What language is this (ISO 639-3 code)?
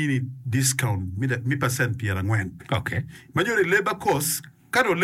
ach